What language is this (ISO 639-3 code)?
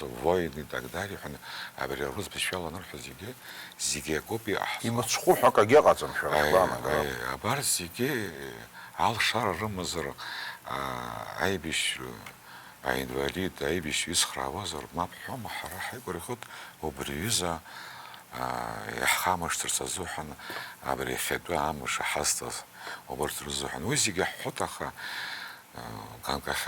abk